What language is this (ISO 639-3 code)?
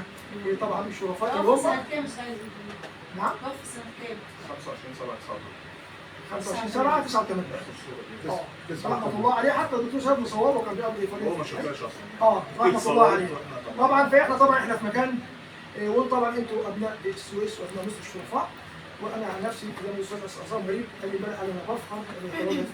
arz